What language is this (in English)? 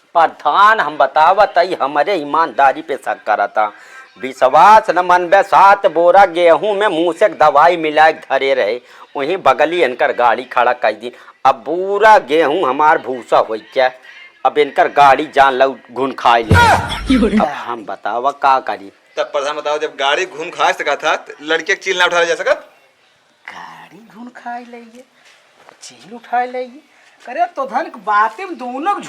Awadhi